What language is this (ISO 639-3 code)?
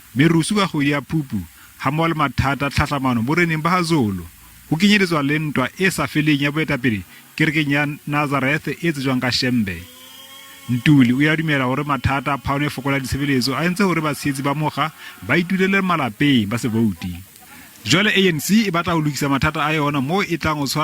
sot